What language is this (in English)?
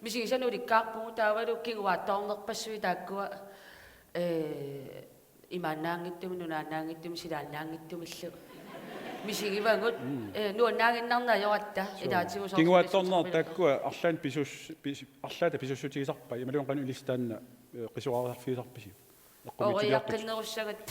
Kalaallisut